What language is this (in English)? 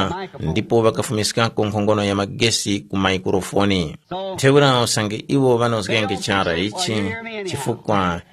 Tumbuka